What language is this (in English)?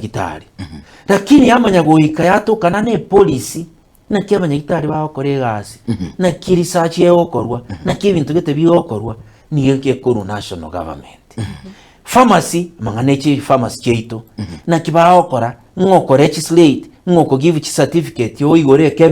Gusii